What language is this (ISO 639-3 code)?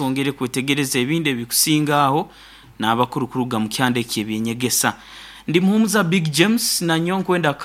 nyo